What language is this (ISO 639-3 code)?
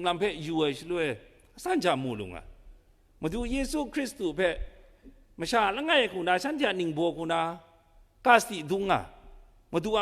kac